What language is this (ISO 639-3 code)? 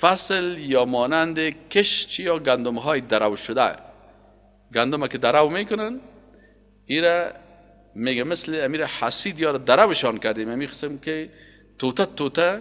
fas